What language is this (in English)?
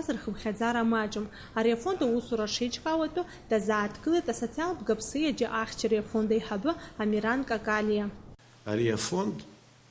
Abkhazian